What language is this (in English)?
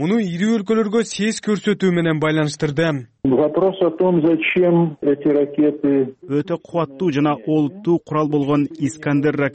Kyrgyz